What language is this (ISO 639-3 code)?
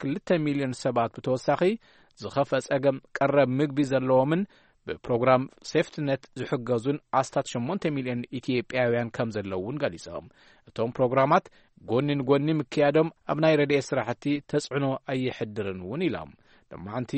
tir